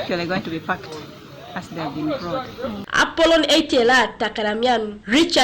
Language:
Teso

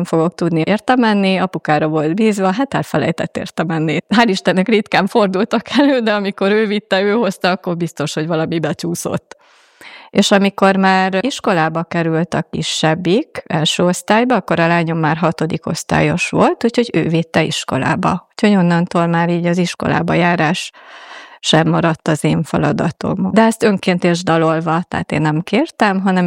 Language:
Hungarian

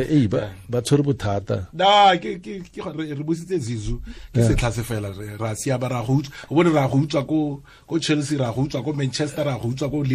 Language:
Tswana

